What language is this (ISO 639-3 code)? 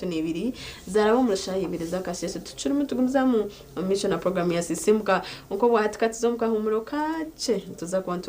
nyn